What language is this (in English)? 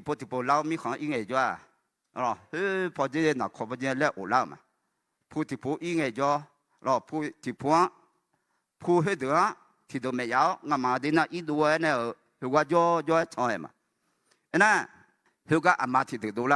Akha